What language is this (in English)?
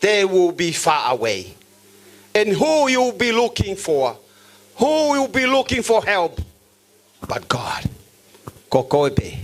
Tongan